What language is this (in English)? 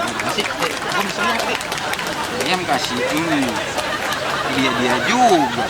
Betawi